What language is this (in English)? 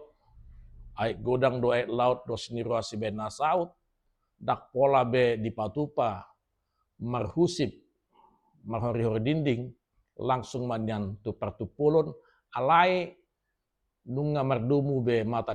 Batak Toba